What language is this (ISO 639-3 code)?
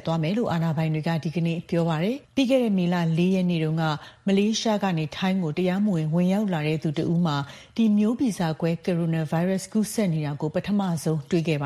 mya